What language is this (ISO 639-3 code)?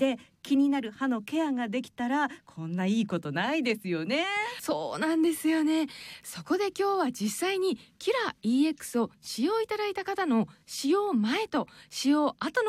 jpn